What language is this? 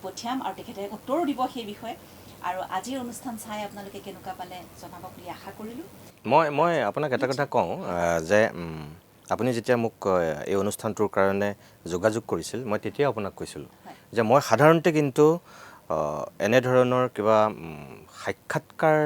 Assamese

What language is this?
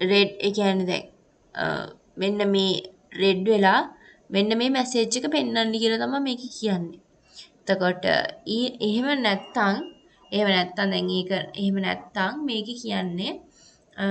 Sinhala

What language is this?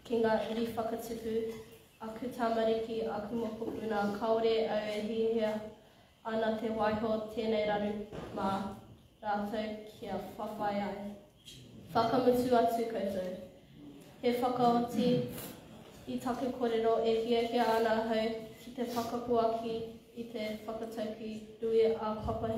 Māori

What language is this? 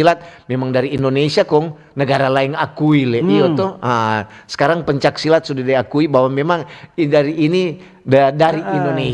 Manado Malay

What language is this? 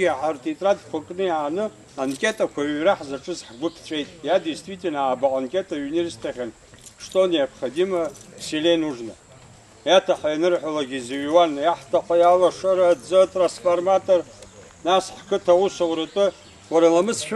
Abkhazian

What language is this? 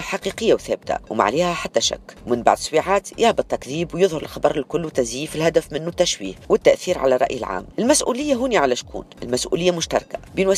Tunisian Arabic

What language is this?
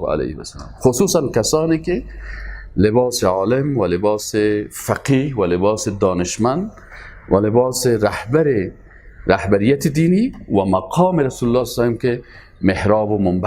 Persian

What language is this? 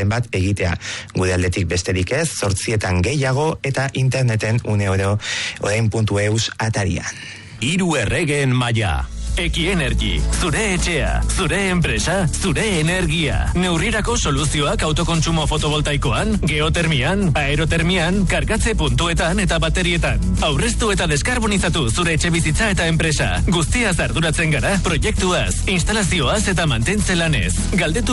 Basque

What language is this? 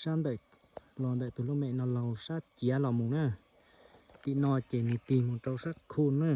Hmong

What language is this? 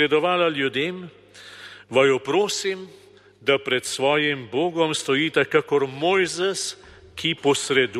Slovenian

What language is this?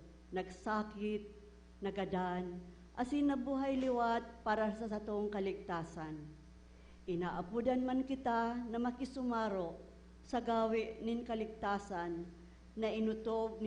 Bikol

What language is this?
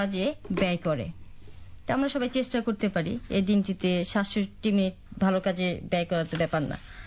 Bangla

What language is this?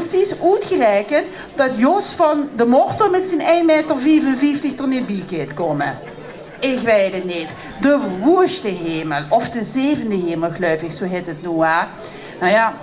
Limburgish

